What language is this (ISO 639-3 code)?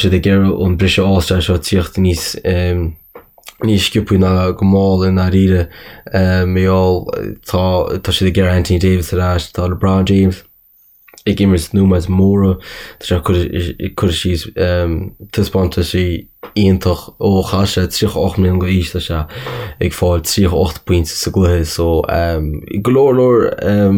gle